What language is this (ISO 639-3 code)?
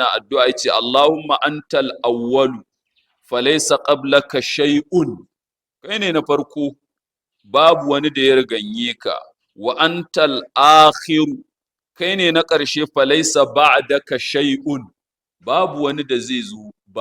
hau